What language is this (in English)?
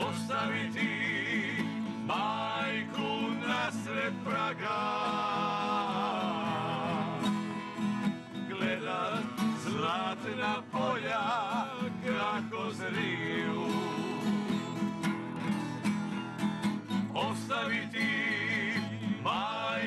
Croatian